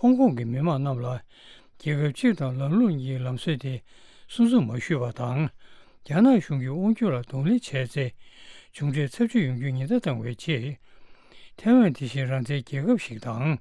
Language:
Tibetan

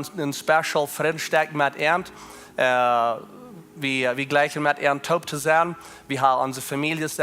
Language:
Plautdietsch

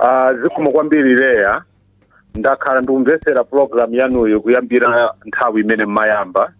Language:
Nyanja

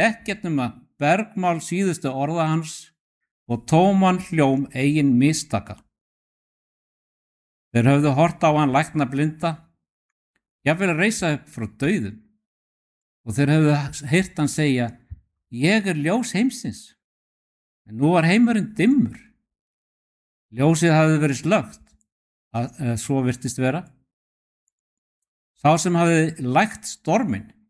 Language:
Icelandic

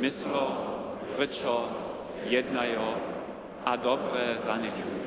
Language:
Upper Sorbian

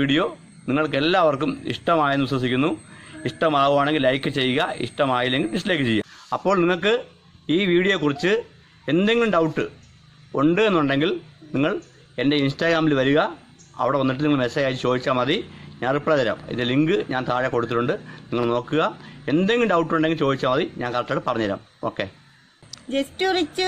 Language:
Malayalam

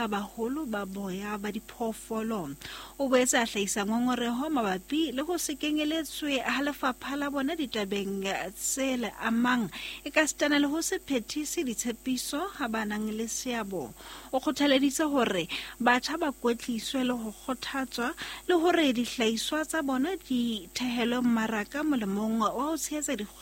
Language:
Southern Sotho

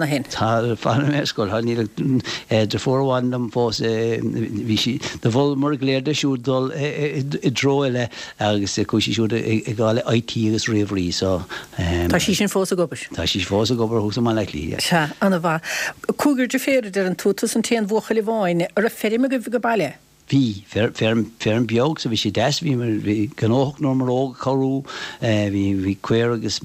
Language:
Irish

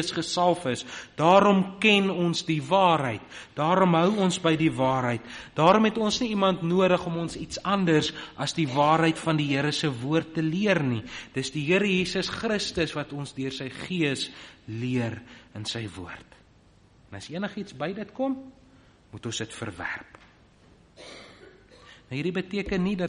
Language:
Afrikaans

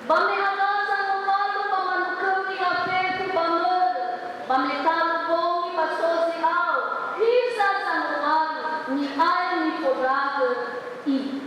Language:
Nias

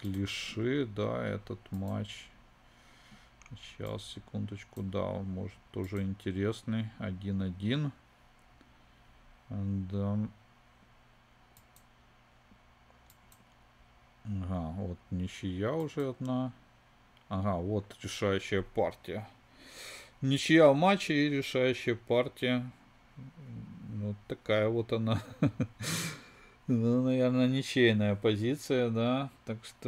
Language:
Russian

